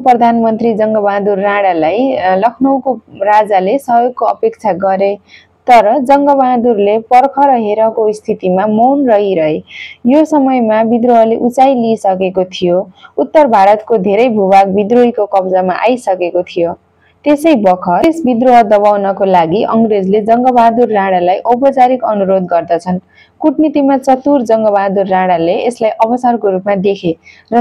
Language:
Nepali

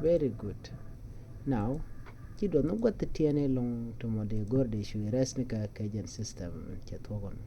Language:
Nuer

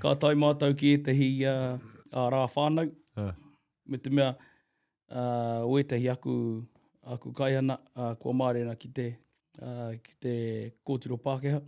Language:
Māori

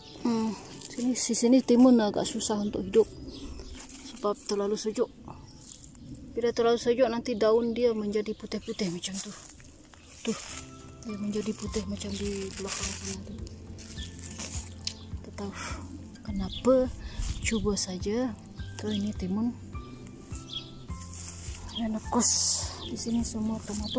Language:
Malay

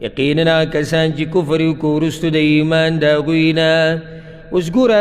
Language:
Pashto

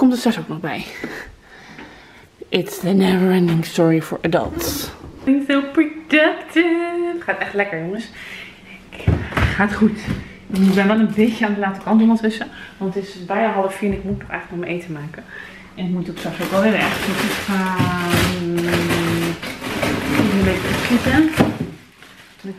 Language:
Dutch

